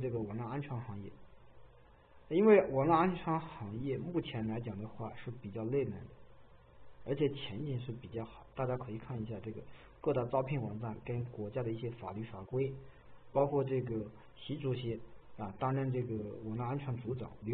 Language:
Chinese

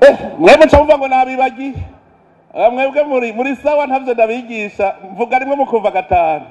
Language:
Rundi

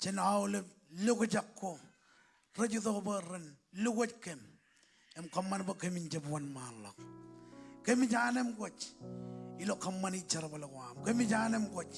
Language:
Marshallese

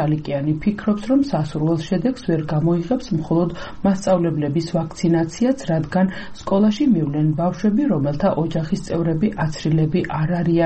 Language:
Georgian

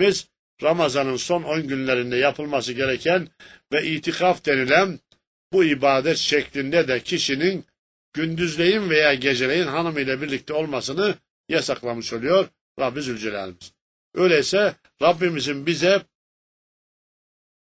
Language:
Turkish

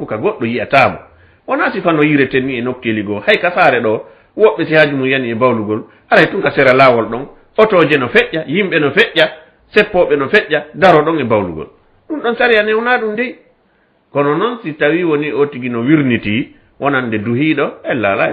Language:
Fula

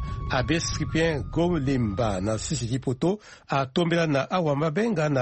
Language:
Sango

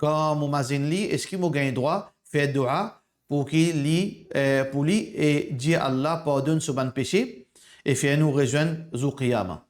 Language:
Morisyen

